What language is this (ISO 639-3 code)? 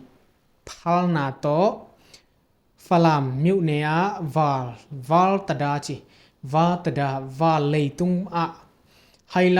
ctd